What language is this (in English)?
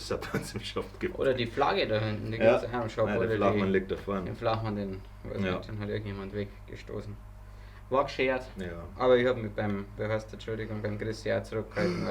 Bavarian